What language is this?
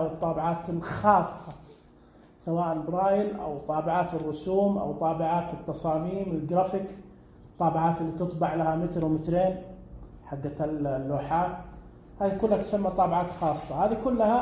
Najdi Arabic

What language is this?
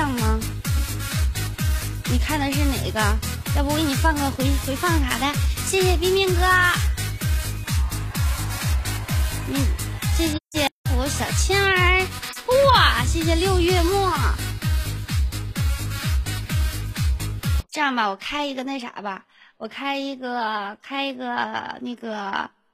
Chinese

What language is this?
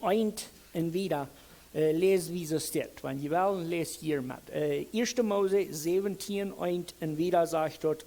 Plautdietsch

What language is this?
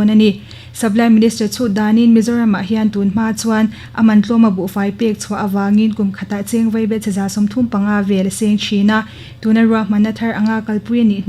Mizo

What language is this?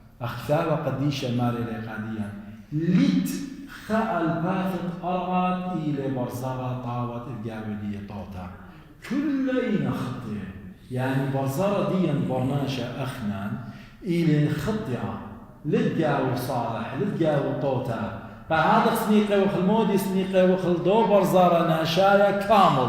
Assyrian Neo-Aramaic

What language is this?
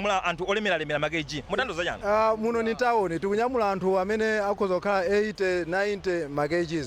Nyanja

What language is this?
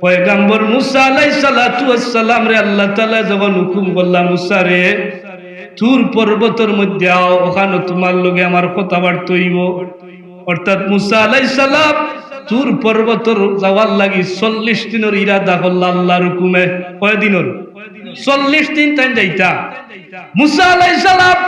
Sylheti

